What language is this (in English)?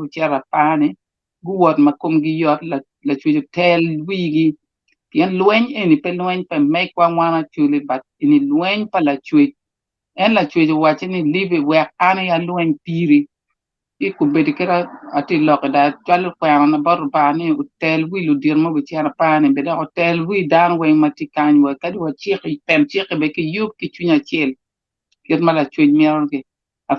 Acoli